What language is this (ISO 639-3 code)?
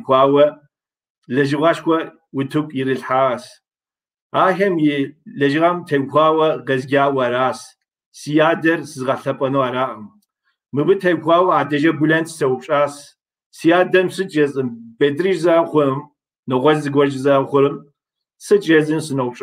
kbd